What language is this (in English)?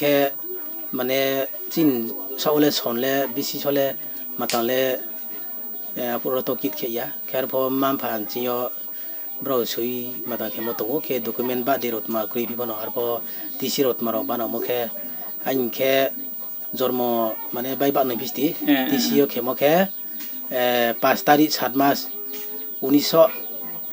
Riang (India)